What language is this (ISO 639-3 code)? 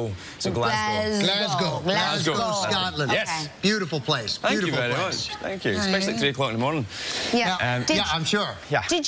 eng